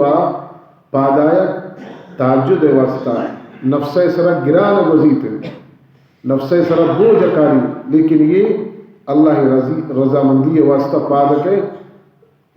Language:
Baluchi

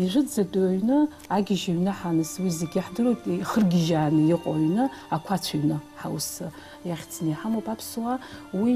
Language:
Abkhazian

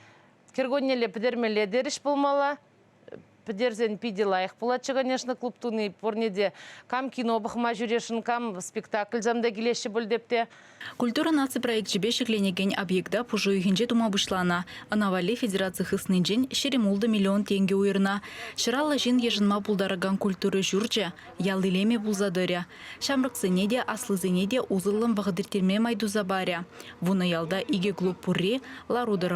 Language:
Chuvash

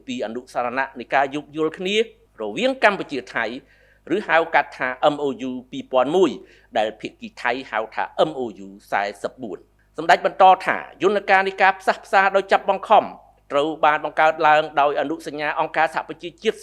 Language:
Khmer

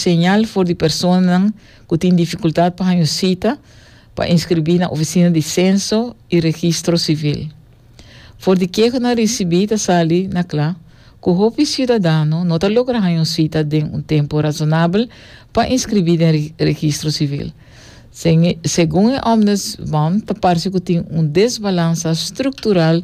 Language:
Papiamento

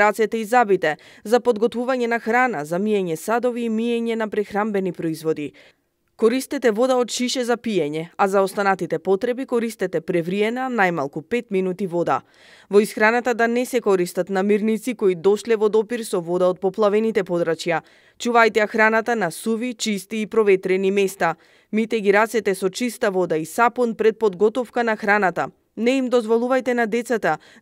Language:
Macedonian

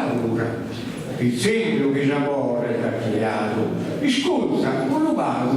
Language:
Sardinian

